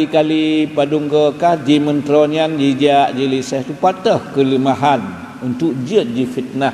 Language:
Achinese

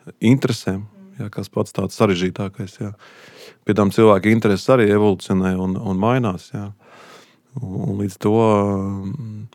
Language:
Latvian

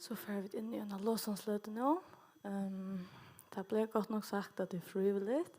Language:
Faroese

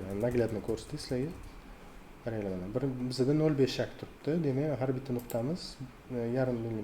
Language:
Uzbek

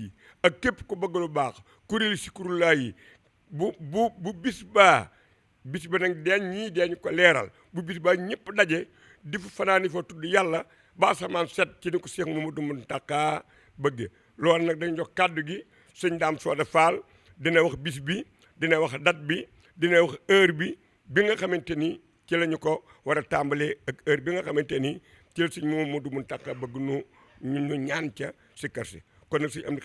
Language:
Wolof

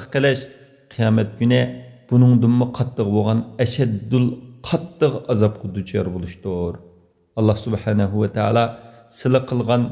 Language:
Uyghur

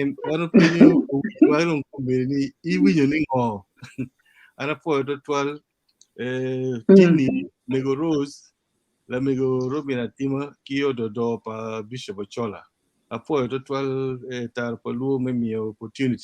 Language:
Acoli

